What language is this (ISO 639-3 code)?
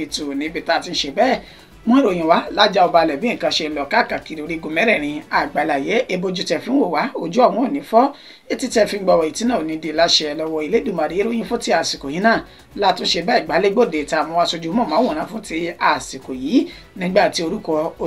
yor